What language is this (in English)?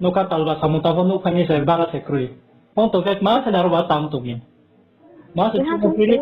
Riang (India)